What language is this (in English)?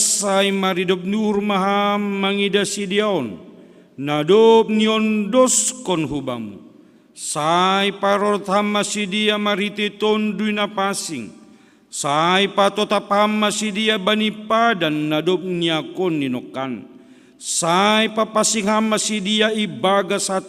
Batak Simalungun